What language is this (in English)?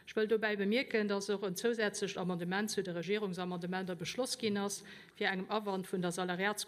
Luxembourgish